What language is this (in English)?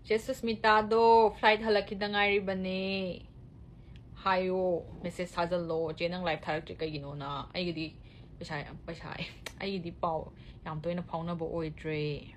Manipuri